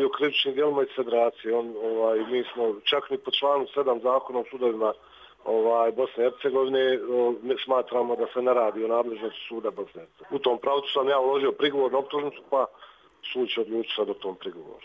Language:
Croatian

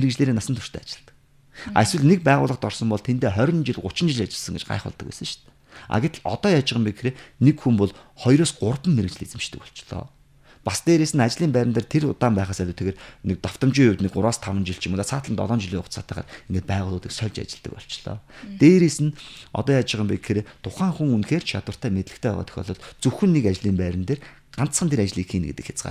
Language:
Mongolian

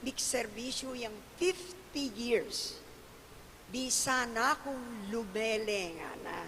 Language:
Pampanga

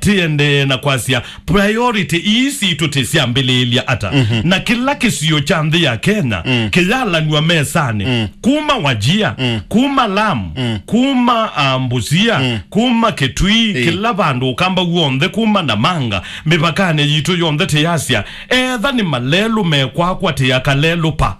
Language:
Kamba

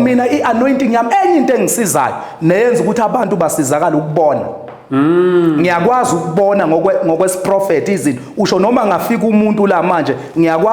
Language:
Zulu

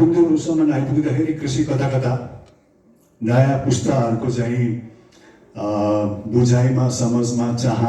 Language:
Nepali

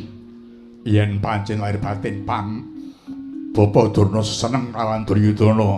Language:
Javanese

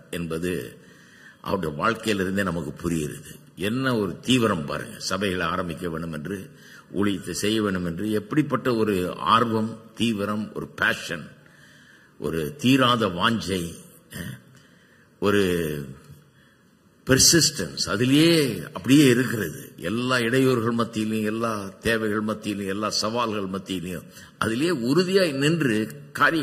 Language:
Tamil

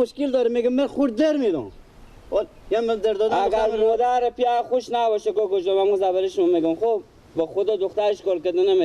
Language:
Persian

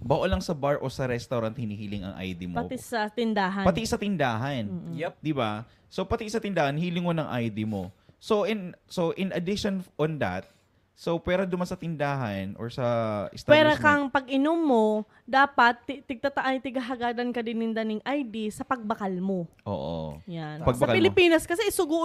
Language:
Bikol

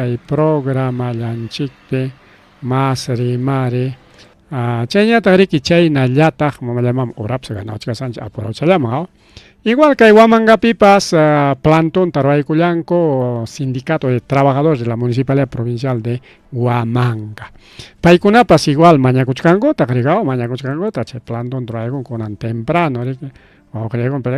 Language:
Ayacucho Quechua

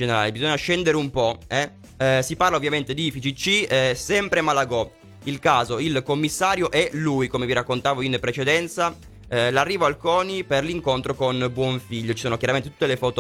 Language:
Italian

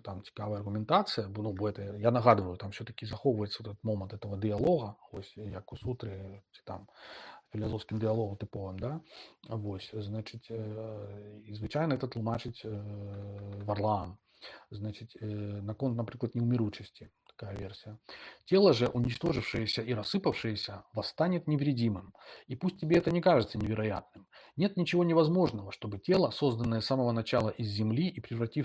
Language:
Belarusian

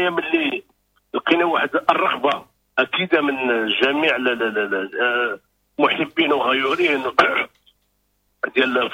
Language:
Moroccan Arabic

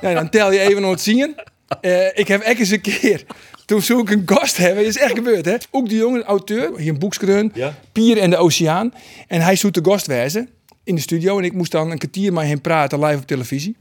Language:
Western Frisian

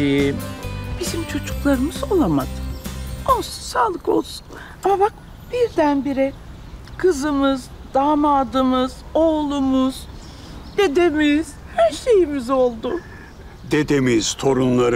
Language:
Turkish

